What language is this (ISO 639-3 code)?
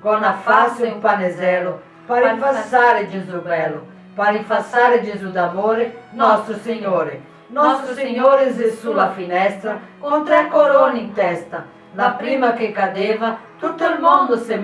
vec